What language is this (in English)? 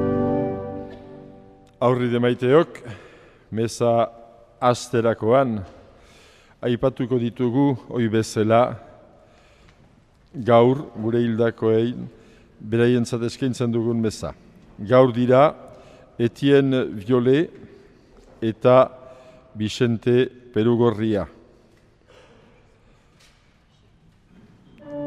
Basque